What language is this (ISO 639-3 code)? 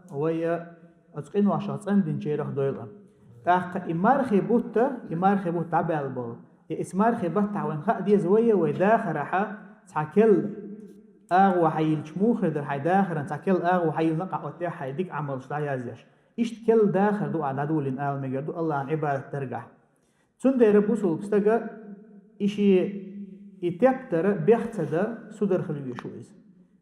che